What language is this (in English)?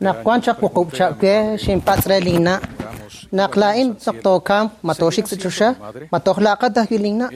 Kekchí